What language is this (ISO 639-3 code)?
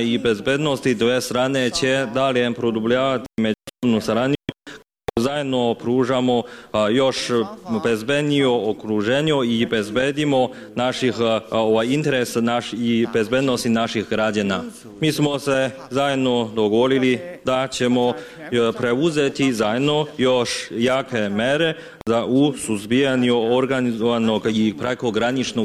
srp